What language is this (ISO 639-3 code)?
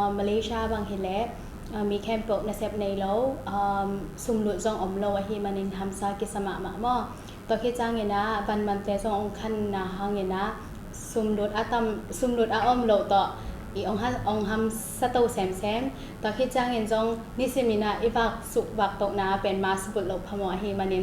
ctd